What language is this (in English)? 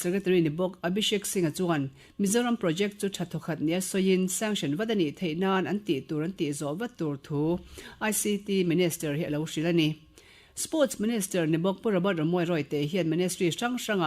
Mizo